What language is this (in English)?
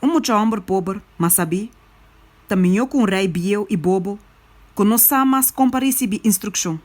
Papiamento